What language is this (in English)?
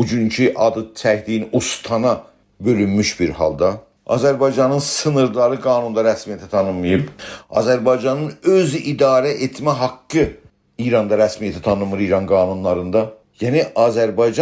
South Azerbaijani